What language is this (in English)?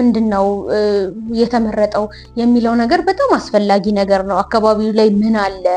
Amharic